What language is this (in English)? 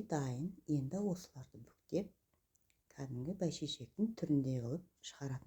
Kazakh